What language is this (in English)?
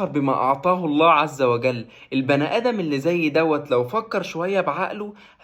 Egyptian Arabic